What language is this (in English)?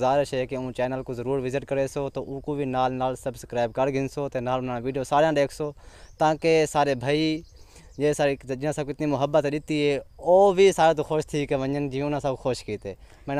Saraiki